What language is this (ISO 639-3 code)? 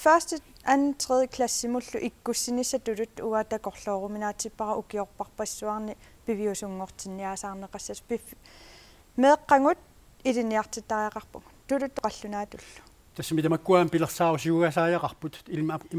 kal